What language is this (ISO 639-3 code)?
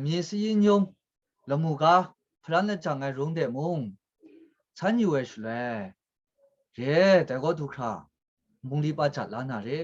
kac